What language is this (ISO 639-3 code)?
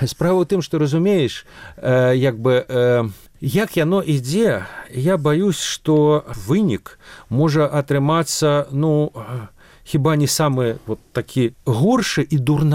bel